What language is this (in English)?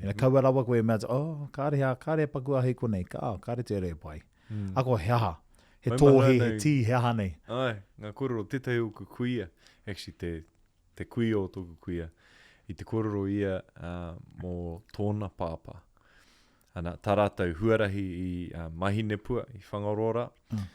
Māori